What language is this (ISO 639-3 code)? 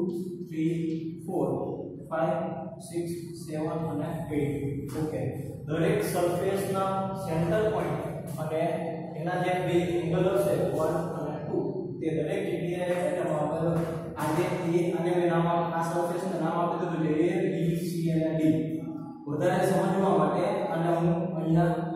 guj